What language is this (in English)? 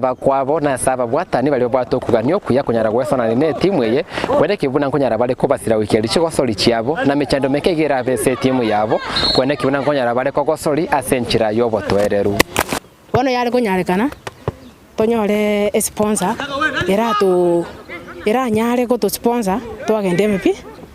Gusii